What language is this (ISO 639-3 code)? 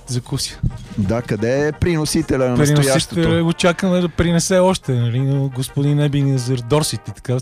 bul